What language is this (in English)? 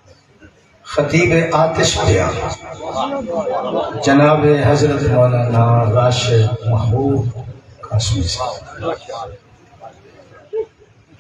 Urdu